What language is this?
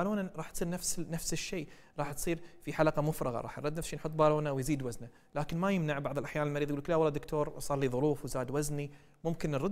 Gulf Arabic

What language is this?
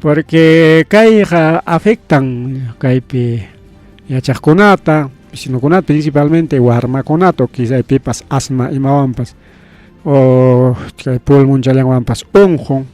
Ayacucho Quechua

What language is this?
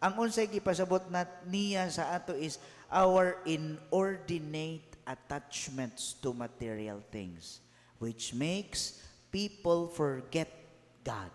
Cebuano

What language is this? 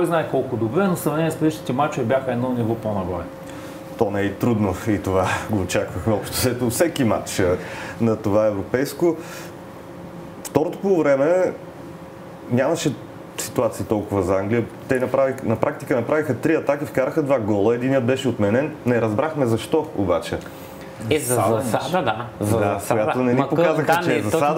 Bulgarian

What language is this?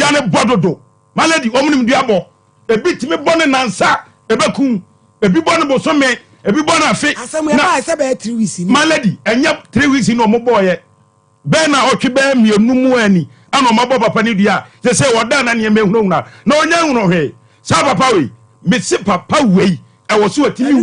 Akan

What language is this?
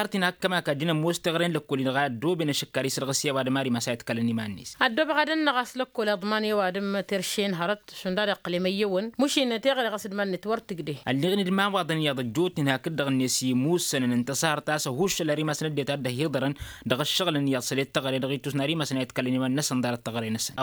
Tamasheq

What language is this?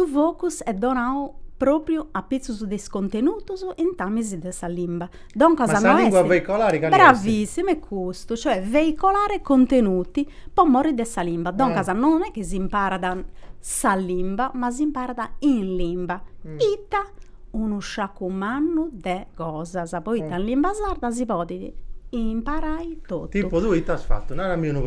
Sardinian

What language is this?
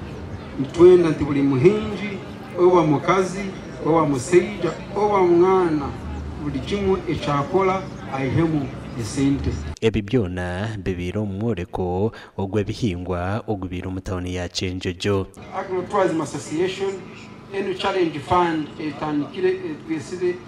Nyankole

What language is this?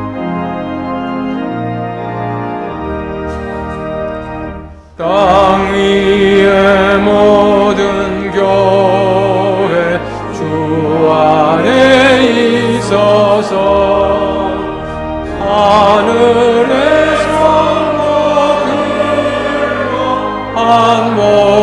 Korean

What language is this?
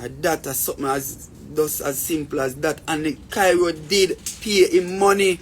Jamaican Creole English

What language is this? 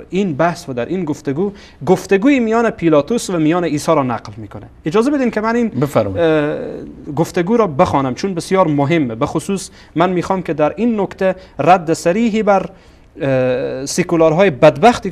Persian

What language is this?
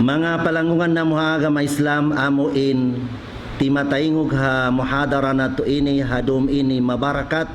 Tausug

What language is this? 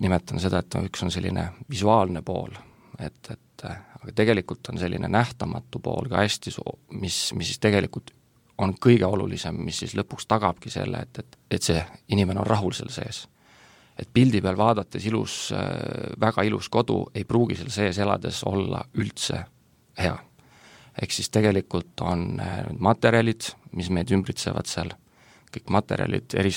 Estonian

